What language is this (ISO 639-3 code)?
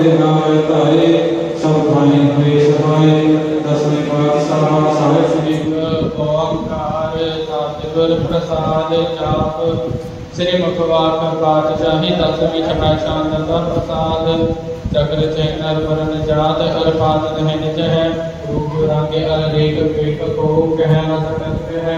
pan